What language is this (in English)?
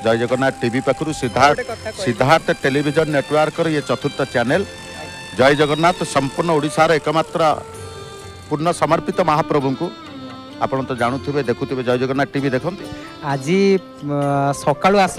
Odia